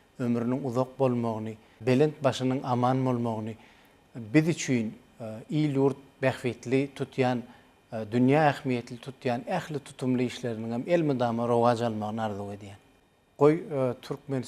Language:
Turkmen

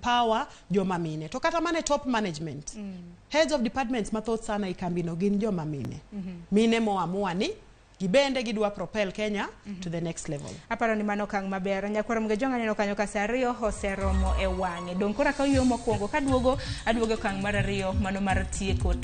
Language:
Luo (Kenya and Tanzania)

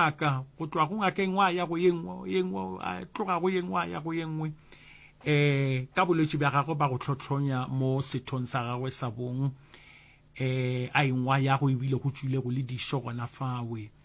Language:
Northern Sotho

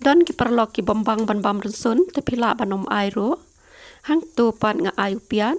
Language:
Khasi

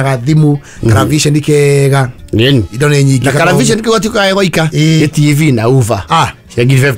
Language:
Kikuyu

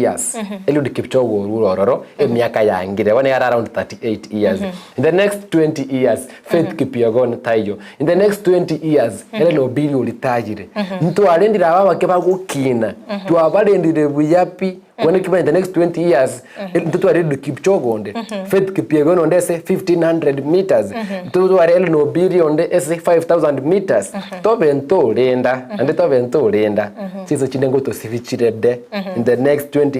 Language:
Gusii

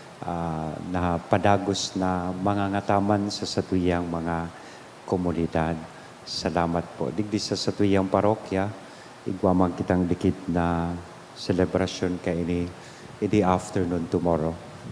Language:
Bikol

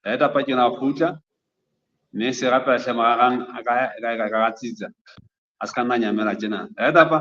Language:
Southern Sotho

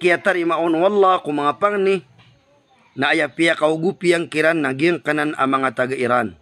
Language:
Maranao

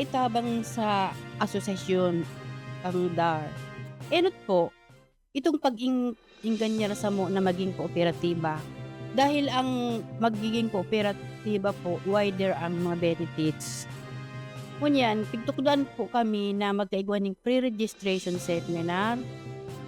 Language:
Bikol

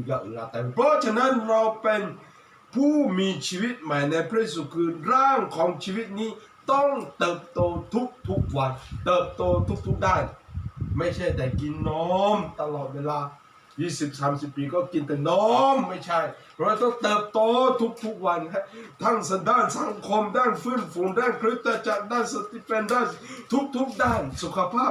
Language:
Lahu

